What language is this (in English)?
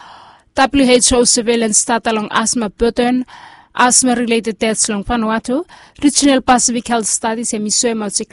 Bislama